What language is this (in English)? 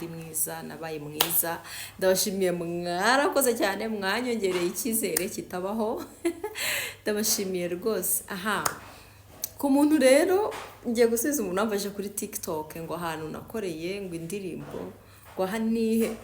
Kinyarwanda